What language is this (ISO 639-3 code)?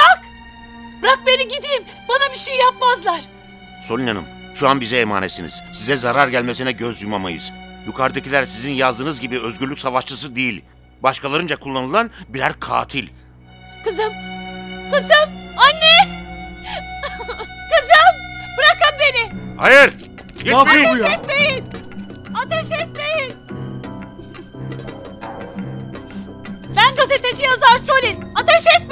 tur